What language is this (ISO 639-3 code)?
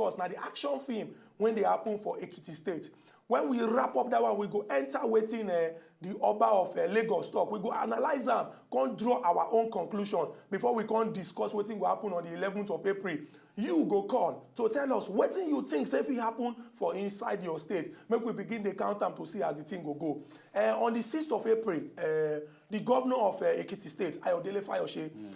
pcm